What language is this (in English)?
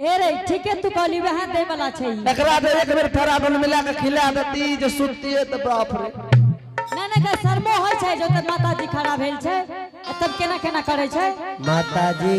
Angika